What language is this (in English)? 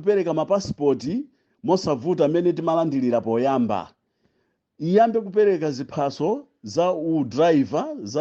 Nyanja